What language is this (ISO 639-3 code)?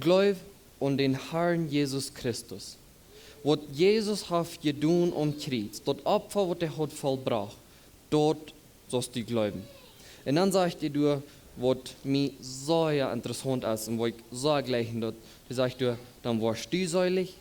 pdt